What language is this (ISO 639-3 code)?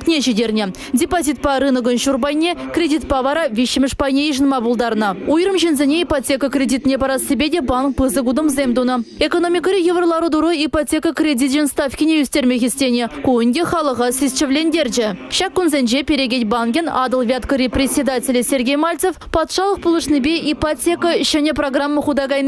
chv